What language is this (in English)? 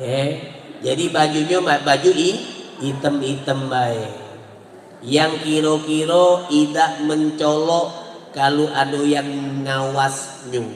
Musi